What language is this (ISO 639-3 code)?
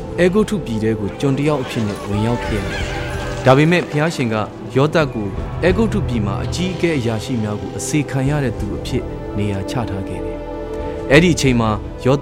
mya